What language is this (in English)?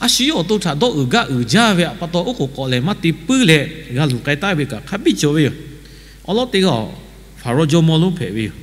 Lahu